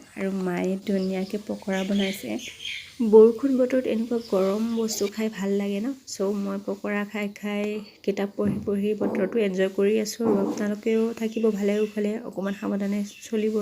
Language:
Assamese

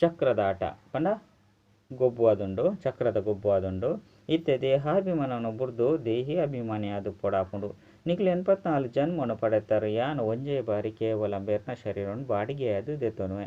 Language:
Tulu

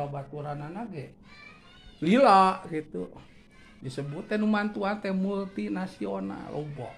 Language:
Sundanese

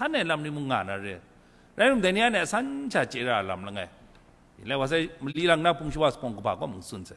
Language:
Kachin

